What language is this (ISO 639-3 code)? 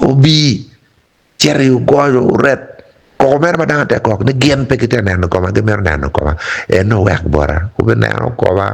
ach